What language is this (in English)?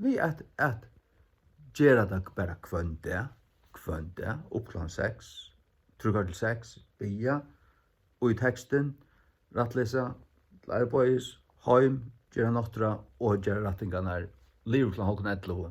Faroese